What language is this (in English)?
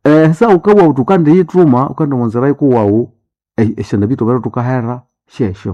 Nande